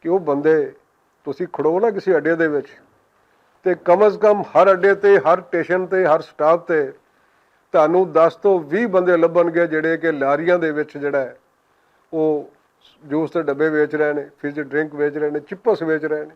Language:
Western Panjabi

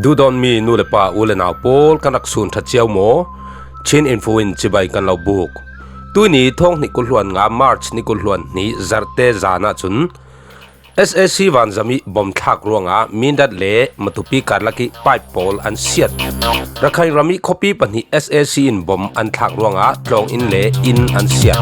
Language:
Falam Chin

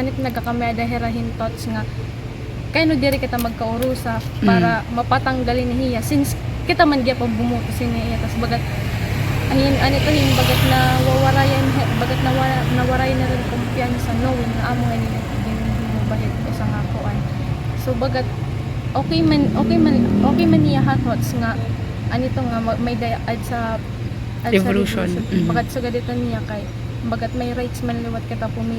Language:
Waray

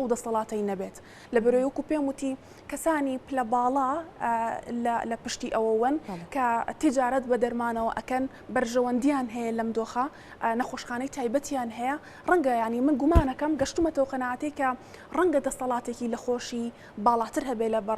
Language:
Central Kurdish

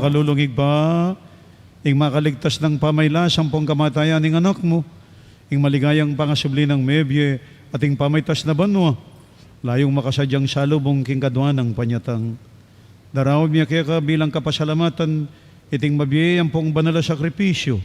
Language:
Pampanga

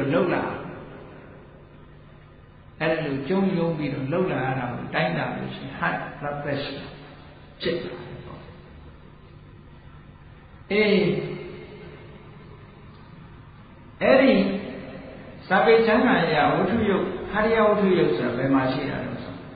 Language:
Burmese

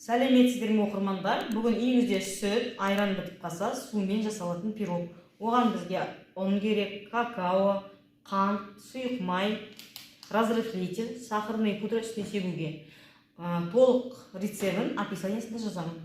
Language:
Kazakh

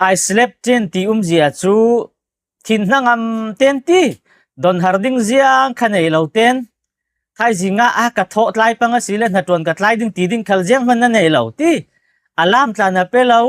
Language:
Falam Chin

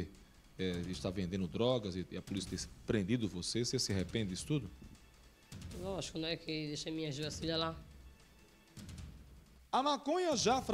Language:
Portuguese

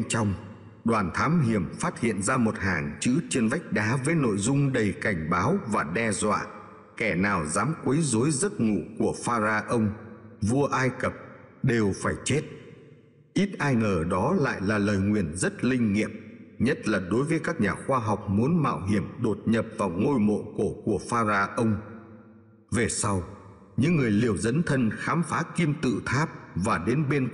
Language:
Vietnamese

